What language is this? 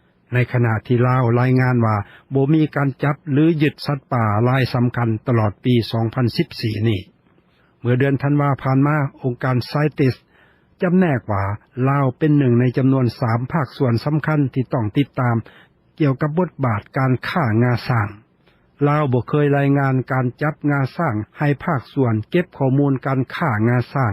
Lao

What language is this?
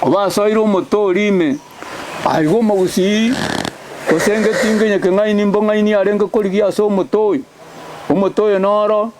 Gusii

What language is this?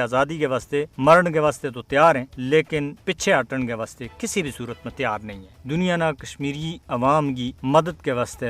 Gujari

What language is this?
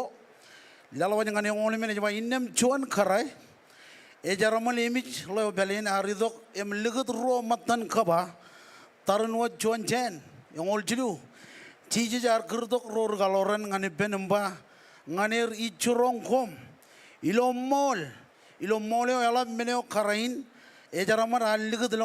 Marshallese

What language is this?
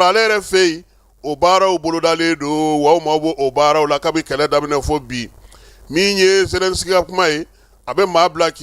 Bambara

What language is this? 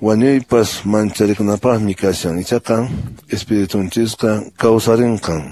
Quechua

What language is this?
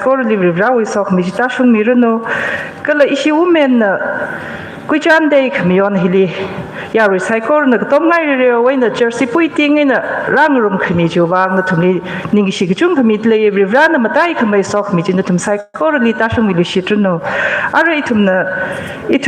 Tangkhul Naga (India)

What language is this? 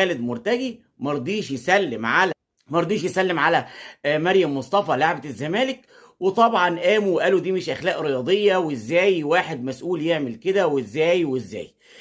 Egyptian Arabic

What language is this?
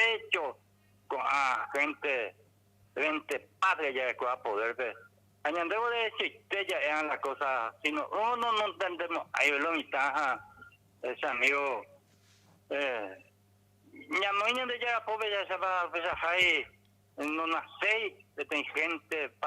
Guarani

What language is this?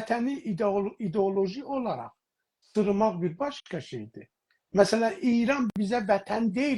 South Azerbaijani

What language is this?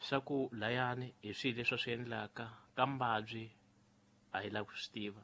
Tsonga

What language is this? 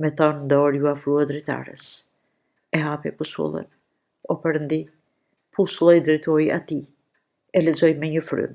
Albanian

